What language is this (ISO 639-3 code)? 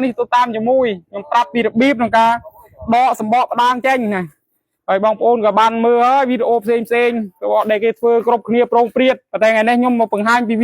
khm